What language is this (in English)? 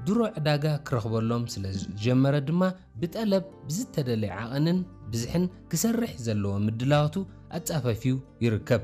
Tigrinya